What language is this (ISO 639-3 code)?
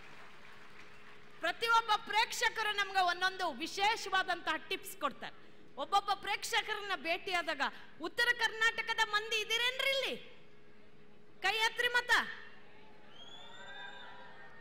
kan